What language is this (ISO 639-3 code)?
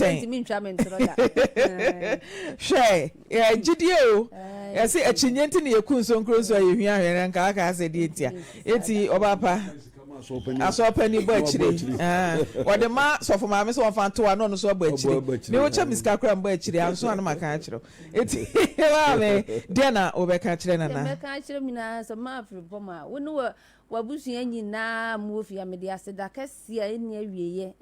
aka